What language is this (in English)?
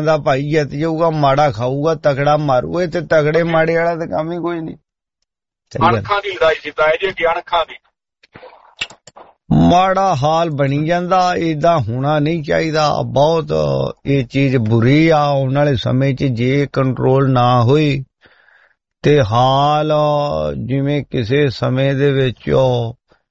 Punjabi